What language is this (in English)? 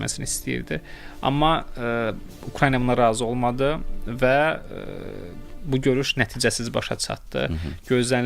Azerbaijani